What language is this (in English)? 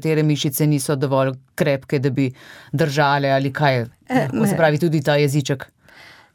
Slovenian